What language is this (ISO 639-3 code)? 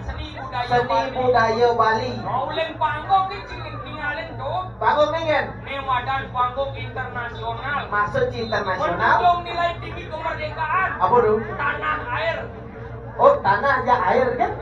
ban